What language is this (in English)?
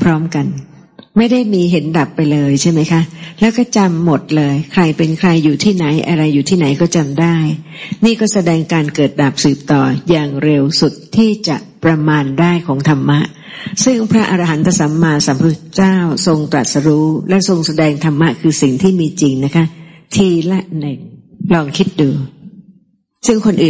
Thai